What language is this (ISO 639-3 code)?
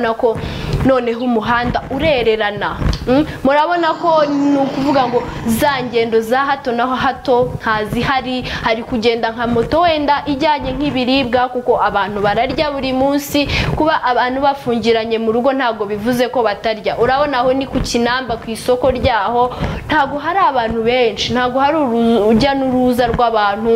kin